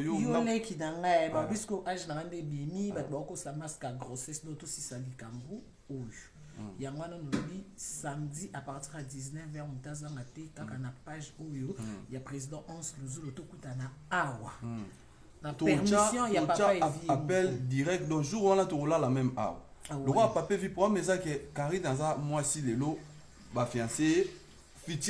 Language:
Lingala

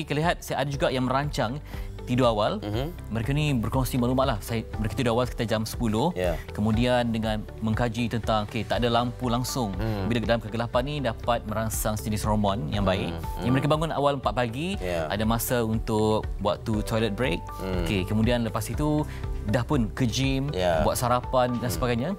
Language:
Malay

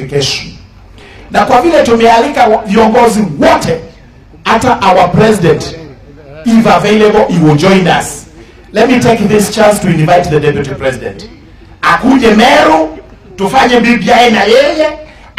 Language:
Swahili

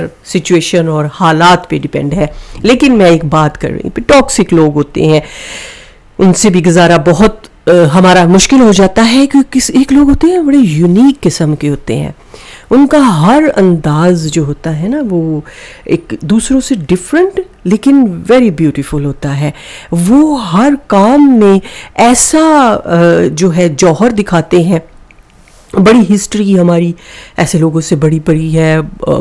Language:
Urdu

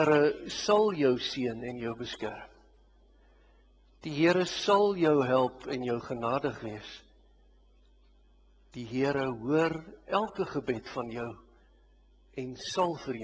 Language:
Afrikaans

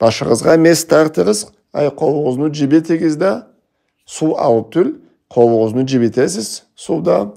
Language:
Karachay-Balkar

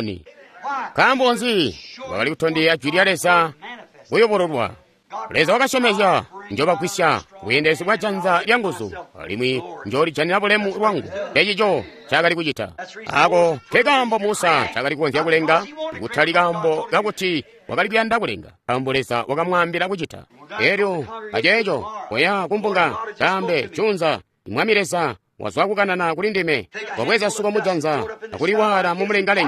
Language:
Tonga (Zambia)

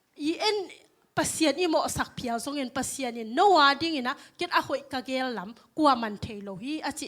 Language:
Tedim Chin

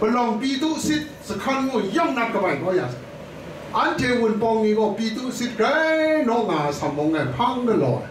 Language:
Kachin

